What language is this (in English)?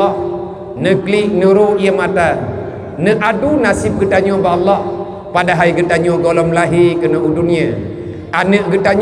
Achinese